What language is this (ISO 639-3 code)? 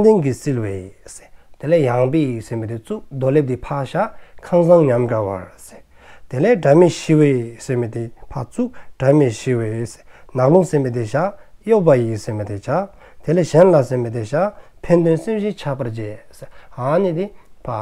dzo